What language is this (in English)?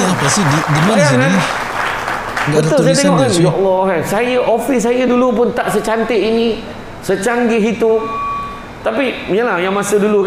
Malay